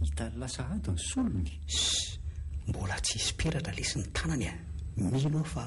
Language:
Malagasy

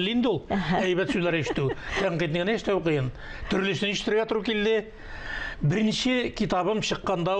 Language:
Tatar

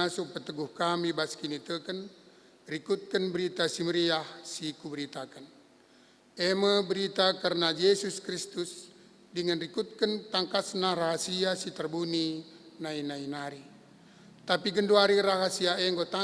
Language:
Batak Karo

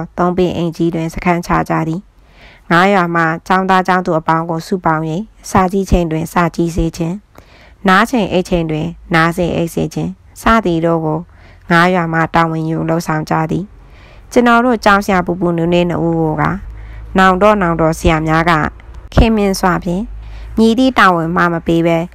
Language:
Burmese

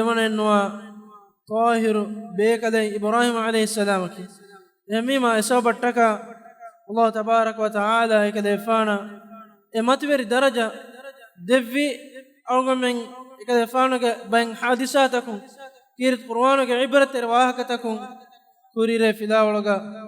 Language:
Divehi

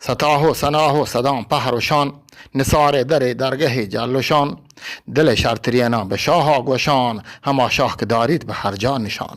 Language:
Eastern Balochi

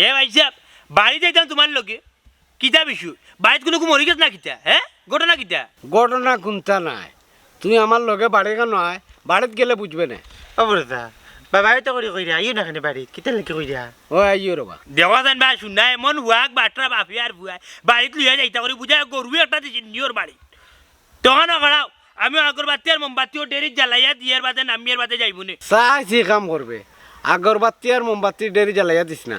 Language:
Sylheti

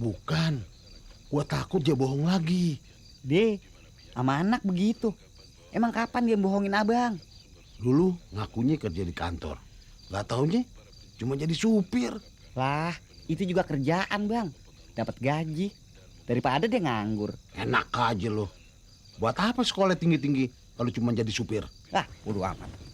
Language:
Betawi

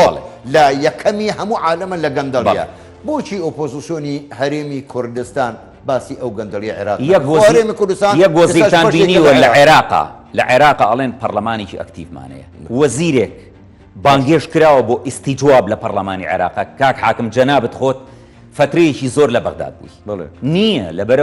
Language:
Central Kurdish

